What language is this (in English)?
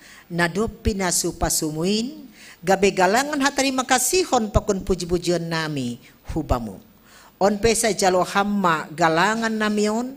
Batak Simalungun